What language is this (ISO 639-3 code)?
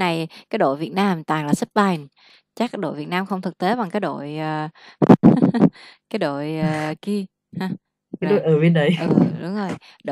vie